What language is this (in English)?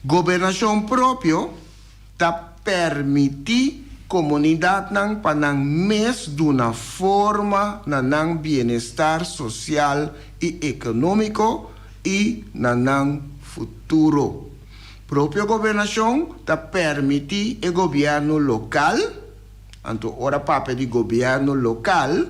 Papiamento